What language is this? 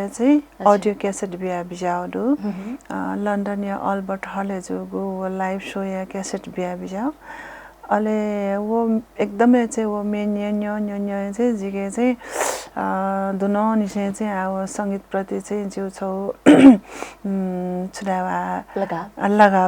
Newari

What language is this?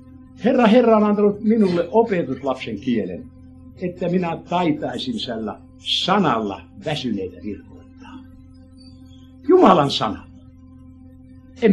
Finnish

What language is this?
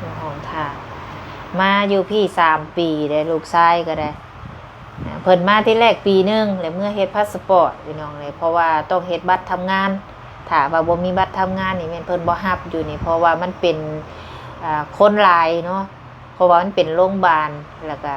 Lao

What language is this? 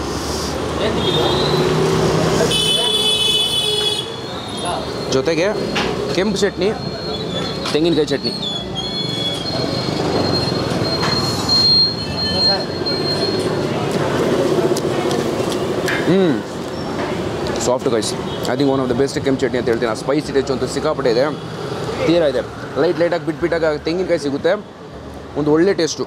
Kannada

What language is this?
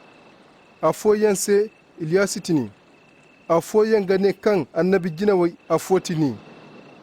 Zarma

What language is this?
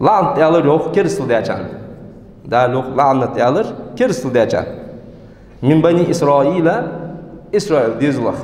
Ingush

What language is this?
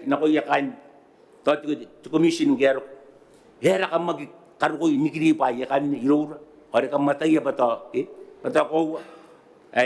Gilbertese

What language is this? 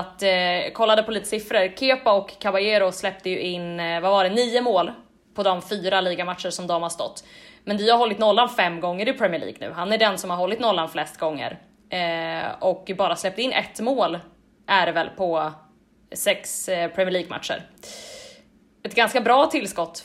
Swedish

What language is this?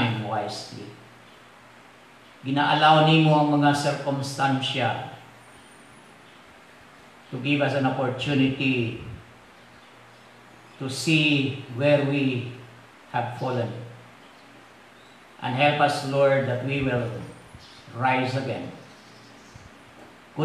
Cebuano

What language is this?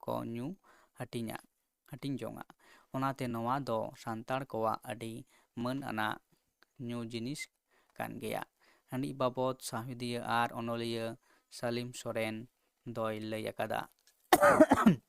Santali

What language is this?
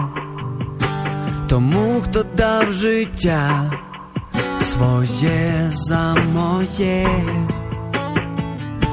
Ukrainian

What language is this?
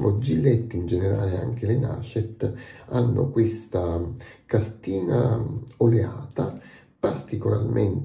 Italian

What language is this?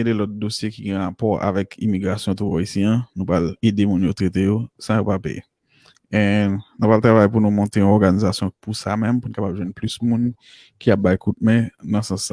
Haitian Creole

